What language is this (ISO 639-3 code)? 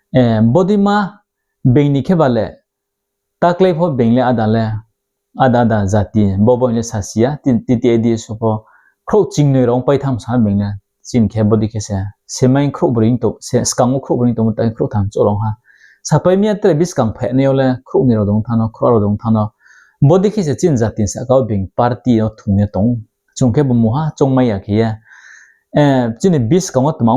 ria